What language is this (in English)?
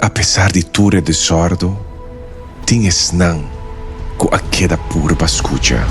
Papiamento